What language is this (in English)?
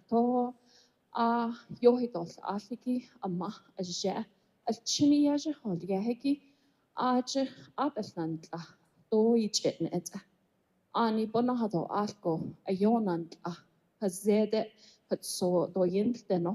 Navajo